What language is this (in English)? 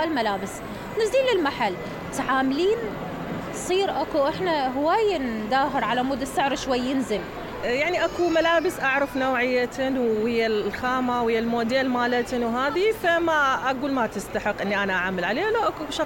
Mesopotamian Arabic